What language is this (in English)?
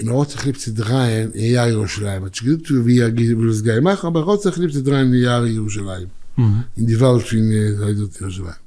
Yiddish